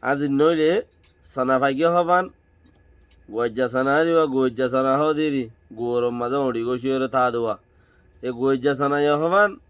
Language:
Rohingya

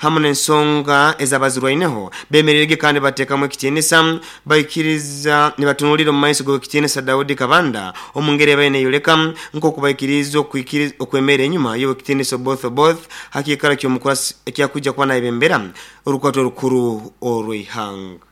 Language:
Nyoro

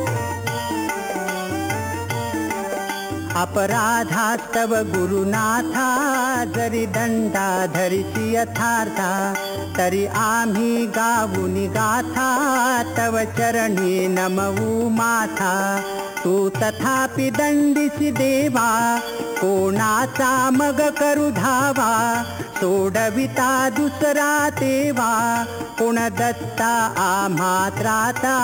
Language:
Marathi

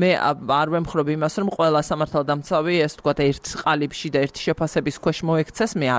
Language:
Georgian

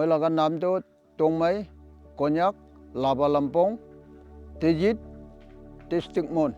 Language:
Naga Pidgin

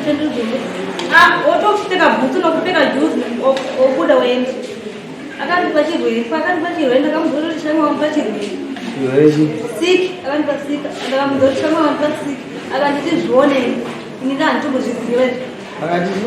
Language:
Shona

